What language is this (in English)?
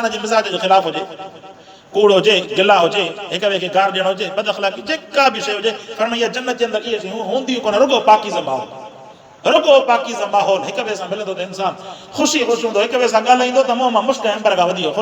Sindhi